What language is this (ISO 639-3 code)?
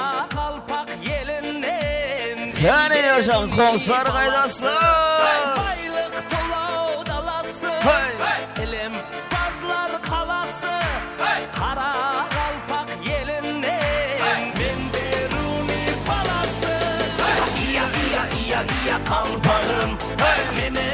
kaa